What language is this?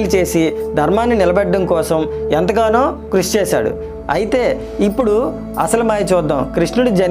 Telugu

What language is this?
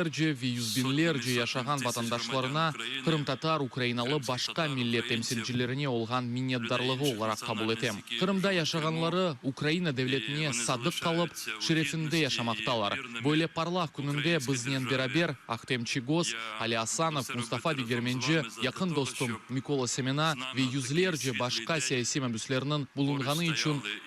Crimean Tatar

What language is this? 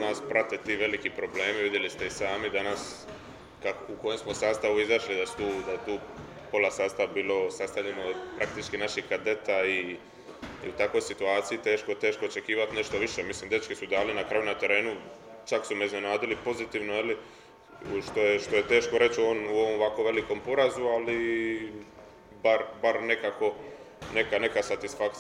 Serbian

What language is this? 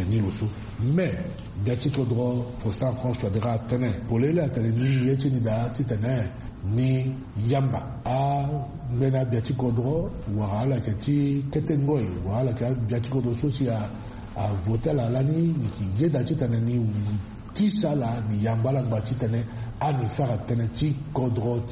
Sango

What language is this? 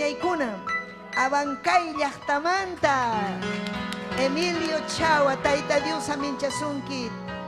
Ayacucho Quechua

